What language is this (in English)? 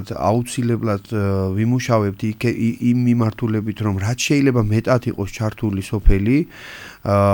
Georgian